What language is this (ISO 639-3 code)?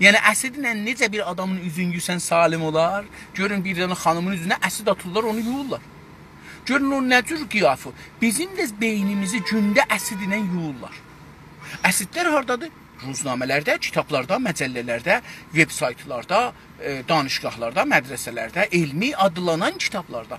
azb